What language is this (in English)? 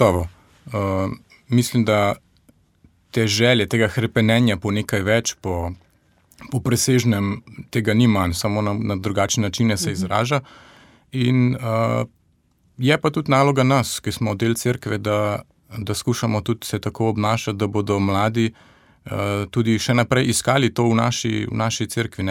Slovenian